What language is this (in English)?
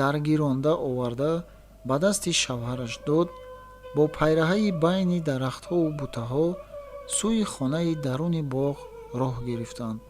Tajik